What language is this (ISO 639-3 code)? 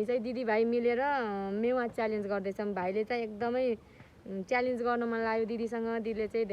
nep